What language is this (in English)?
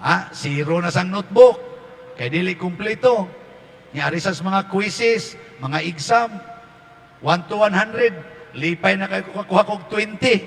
Cebuano